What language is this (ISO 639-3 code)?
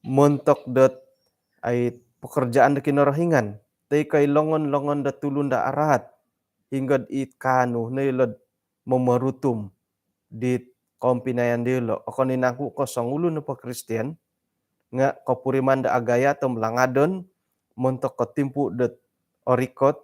dtp